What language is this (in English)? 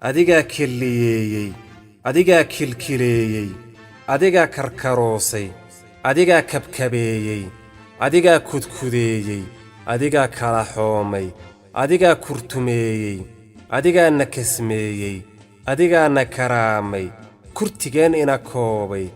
Somali